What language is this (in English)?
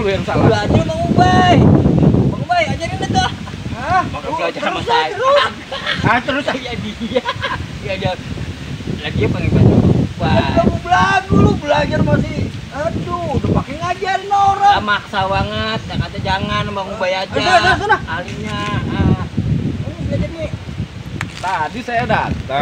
Betawi